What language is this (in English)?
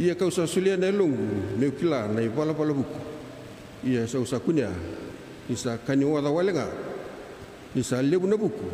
Fijian